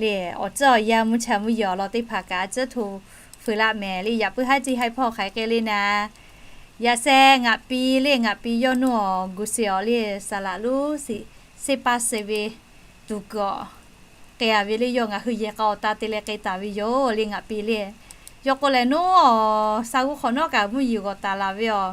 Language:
Lahu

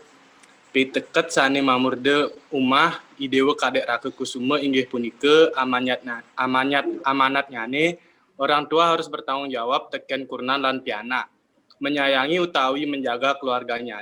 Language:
Balinese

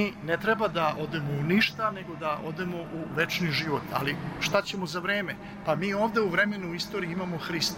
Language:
Serbian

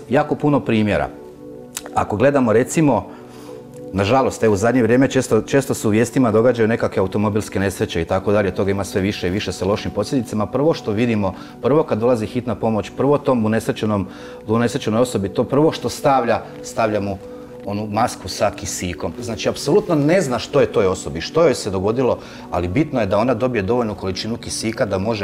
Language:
Croatian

